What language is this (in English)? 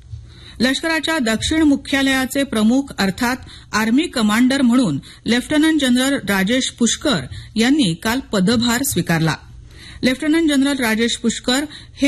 Marathi